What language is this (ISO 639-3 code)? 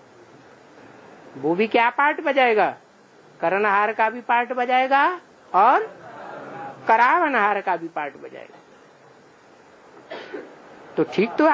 hin